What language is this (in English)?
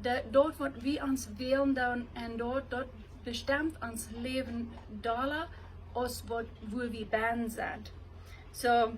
Plautdietsch